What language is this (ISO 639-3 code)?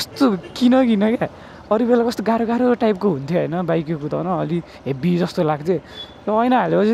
nep